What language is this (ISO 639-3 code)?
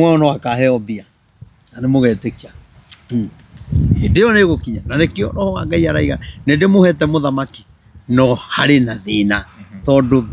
kik